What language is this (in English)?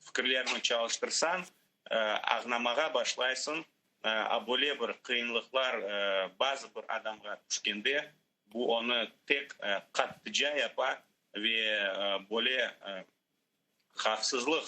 Crimean Tatar